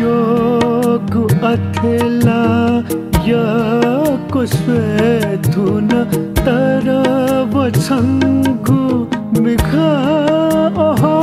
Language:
Newari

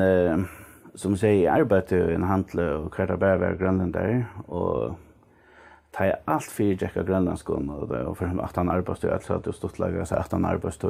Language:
Faroese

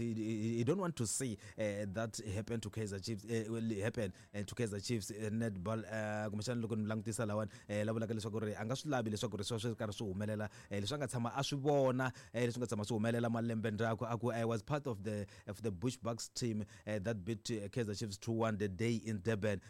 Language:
Tsonga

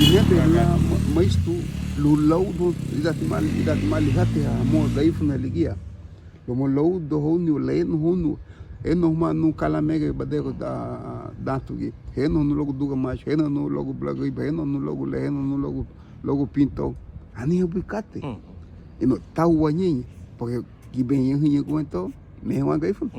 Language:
Garifuna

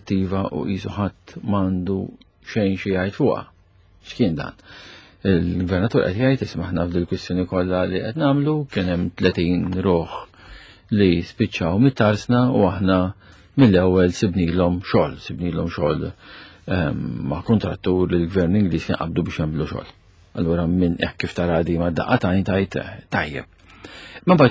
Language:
Maltese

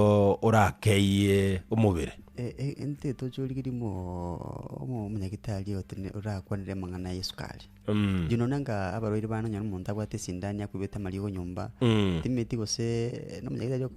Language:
Gusii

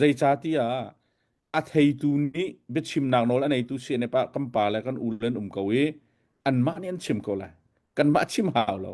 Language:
Hakha Chin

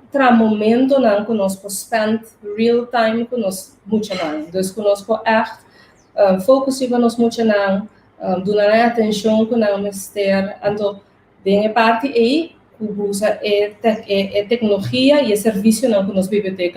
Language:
Papiamento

